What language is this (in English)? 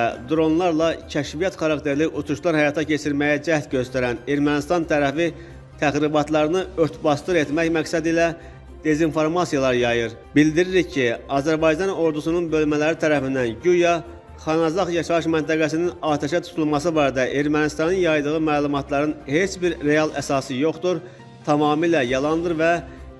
Azerbaijani